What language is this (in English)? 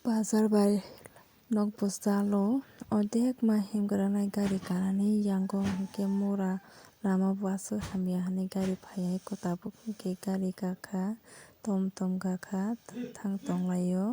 Kok Borok